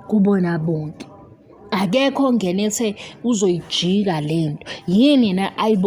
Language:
Zulu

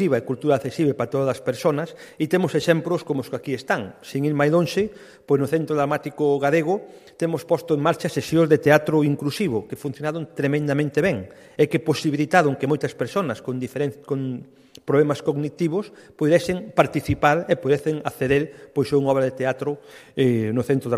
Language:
Galician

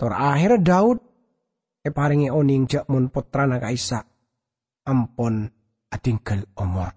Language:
Madurese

